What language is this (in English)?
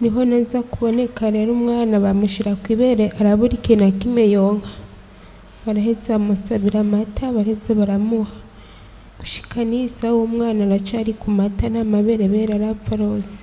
Rundi